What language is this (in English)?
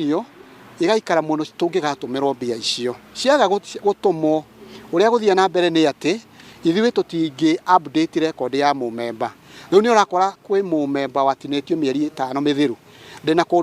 Kikuyu